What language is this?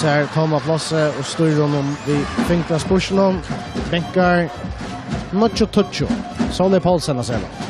Faroese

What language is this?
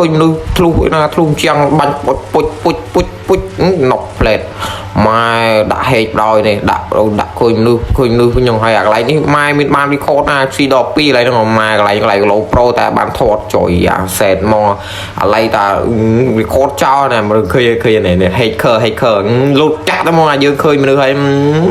Khmer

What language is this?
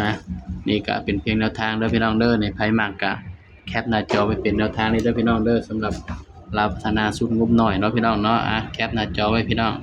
Northeastern Thai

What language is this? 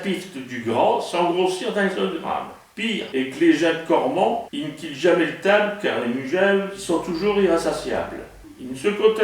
Picard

